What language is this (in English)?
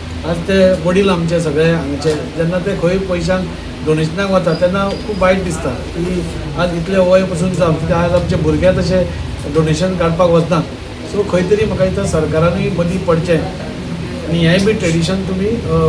Konkani